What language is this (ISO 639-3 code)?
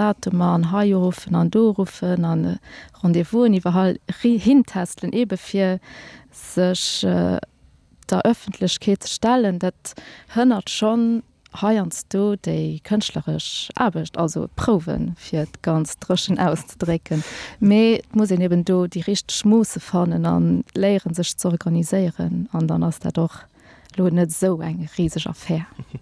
ltz